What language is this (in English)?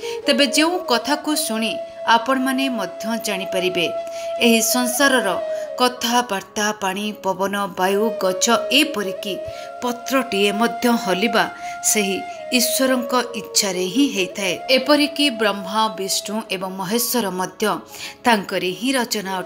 Odia